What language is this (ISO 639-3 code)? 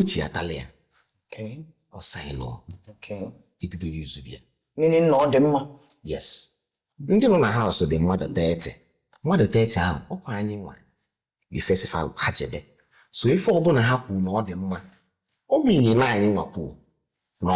ibo